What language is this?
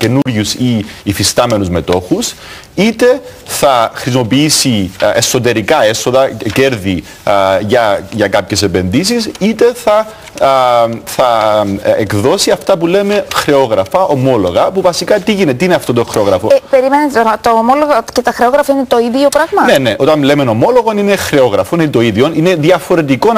Greek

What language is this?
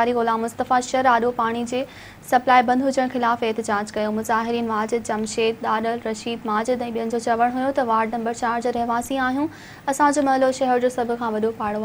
Sindhi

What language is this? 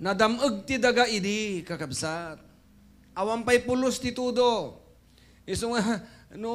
Iloko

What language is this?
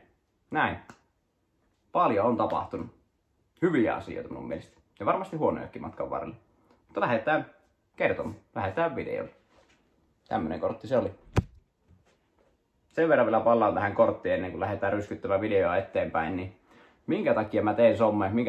Finnish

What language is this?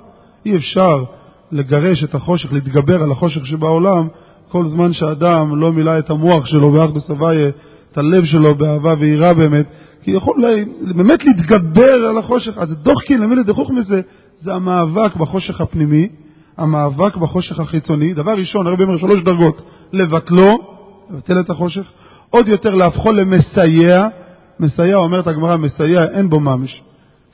Hebrew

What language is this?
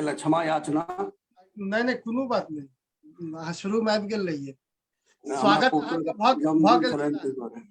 Maithili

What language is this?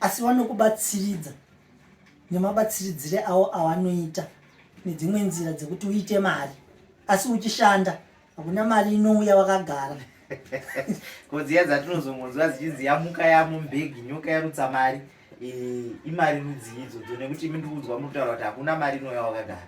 Shona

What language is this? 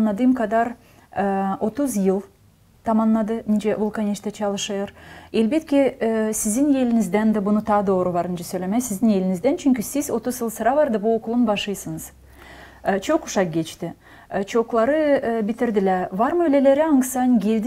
Gagauz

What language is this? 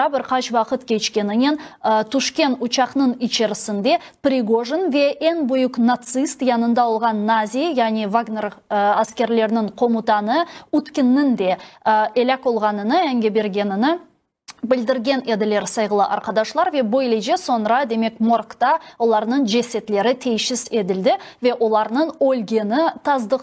Crimean Tatar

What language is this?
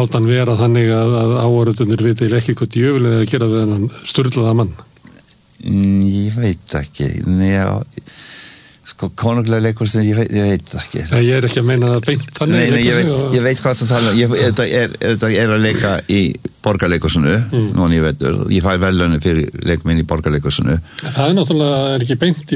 Icelandic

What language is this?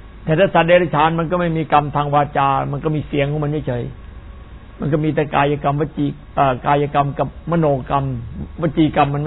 Thai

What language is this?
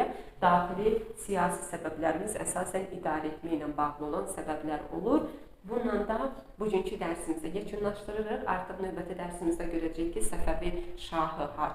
Azerbaijani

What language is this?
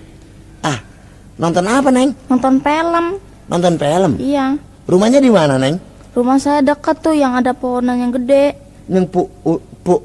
Betawi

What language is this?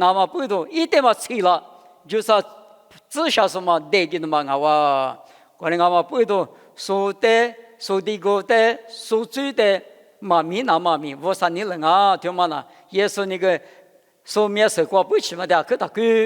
Lisu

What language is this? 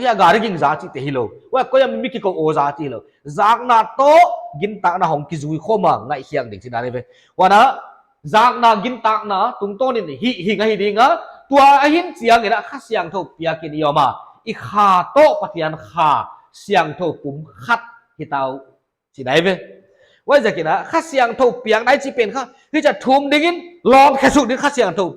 Paite Chin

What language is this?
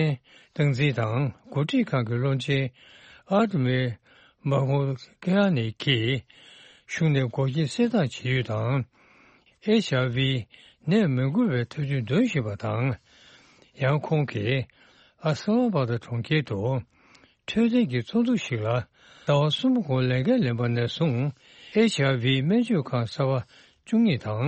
Tibetan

